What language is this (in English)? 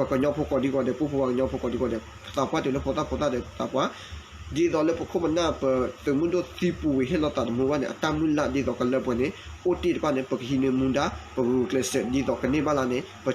S'gaw Karen